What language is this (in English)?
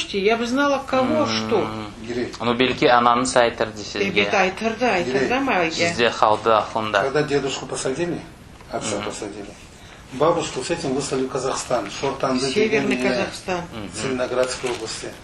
Crimean Tatar